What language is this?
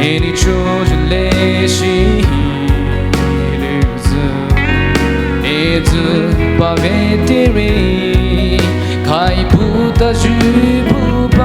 Poumei Naga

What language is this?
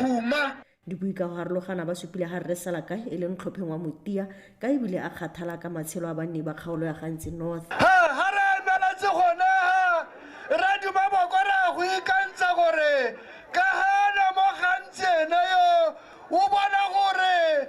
Tswana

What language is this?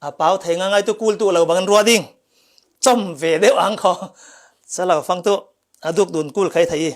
Falam Chin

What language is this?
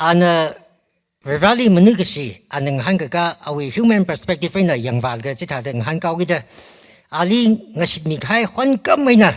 Tangkhul Naga (India)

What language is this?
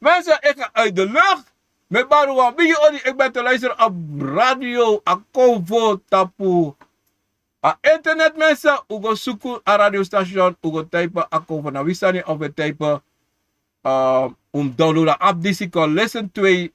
Sranan Tongo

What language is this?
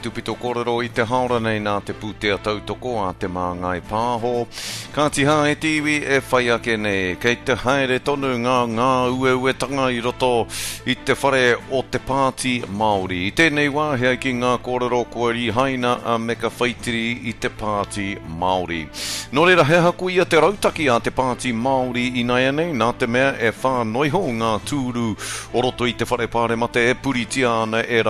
Māori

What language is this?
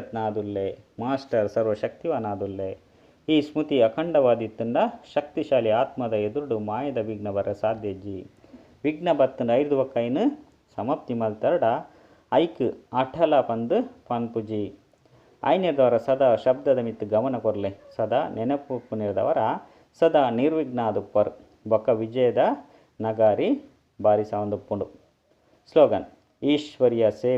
Tulu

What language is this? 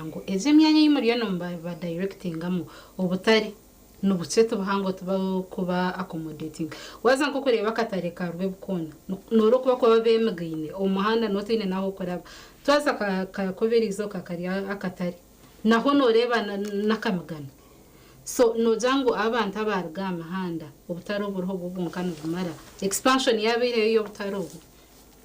Nyankole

